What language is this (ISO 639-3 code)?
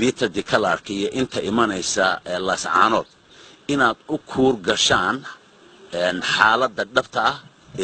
som